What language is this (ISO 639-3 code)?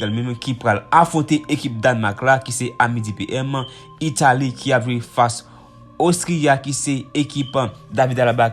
hat